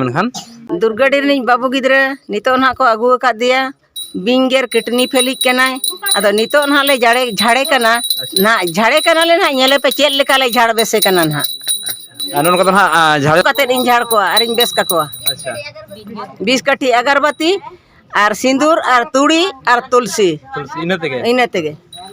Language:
Santali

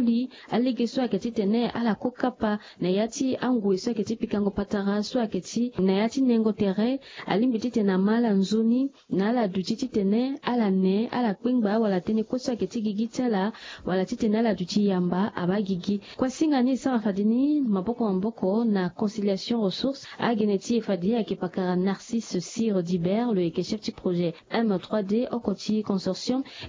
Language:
Sango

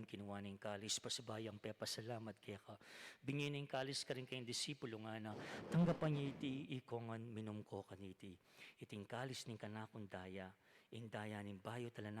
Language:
Pampanga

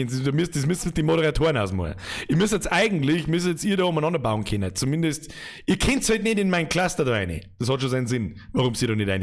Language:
Bavarian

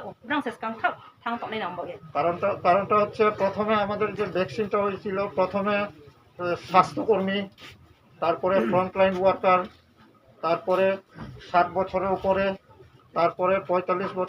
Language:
Riang (India)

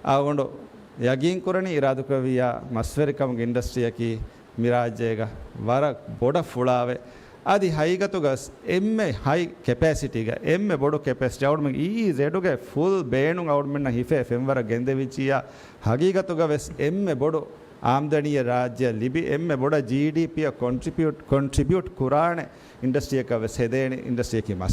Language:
Divehi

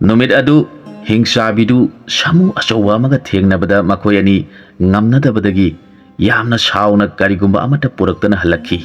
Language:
Manipuri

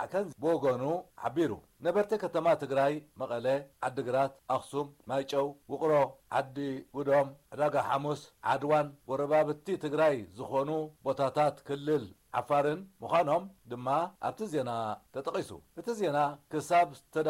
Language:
Tigrinya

